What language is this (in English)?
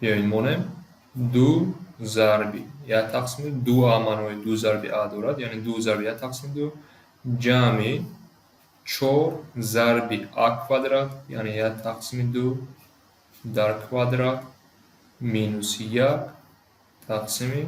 Tajik